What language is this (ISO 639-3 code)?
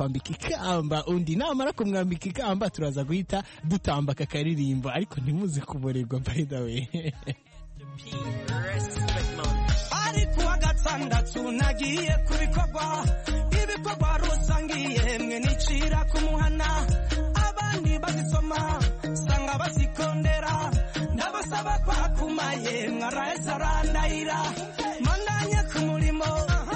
kin